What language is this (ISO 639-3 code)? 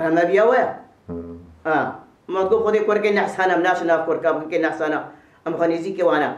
kur